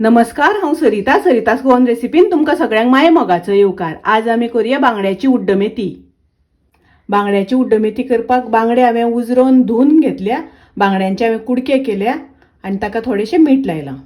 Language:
Konkani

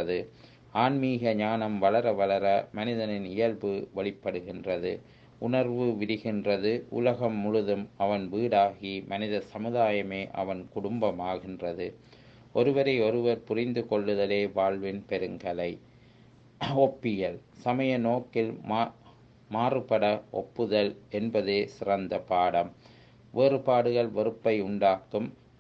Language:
Tamil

